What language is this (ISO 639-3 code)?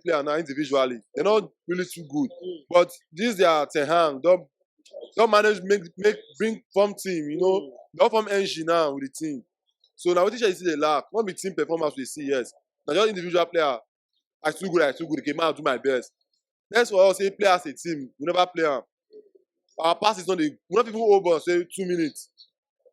pcm